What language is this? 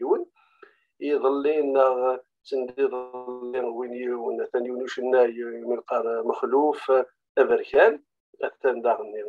Kabyle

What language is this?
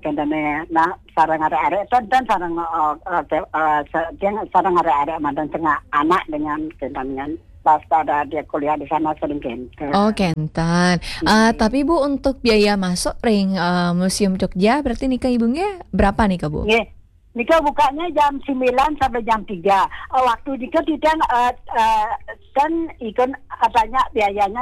Balinese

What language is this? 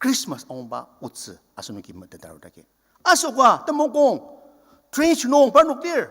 Ao Naga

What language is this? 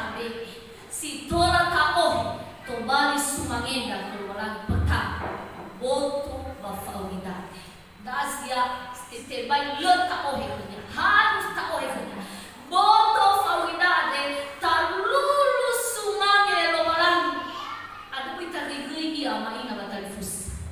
Nias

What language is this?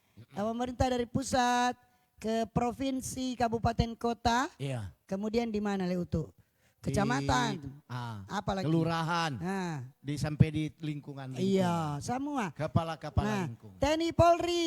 Manado Malay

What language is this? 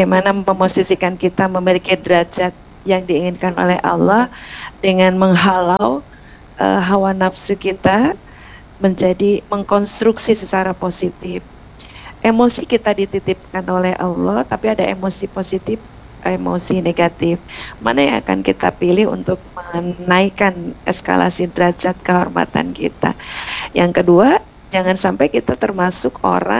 Indonesian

